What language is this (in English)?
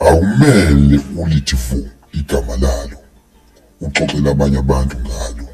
Zulu